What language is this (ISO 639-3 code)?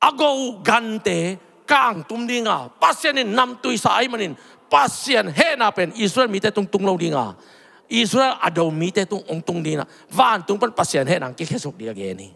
ctd